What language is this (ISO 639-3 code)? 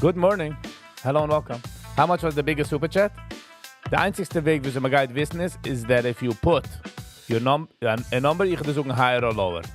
yid